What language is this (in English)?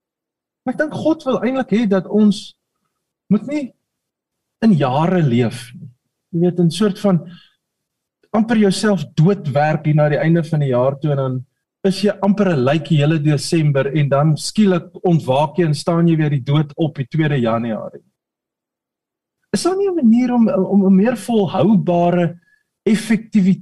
Afrikaans